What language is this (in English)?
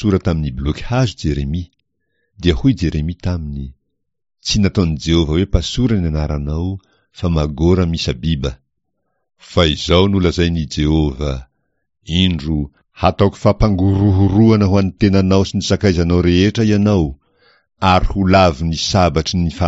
Malagasy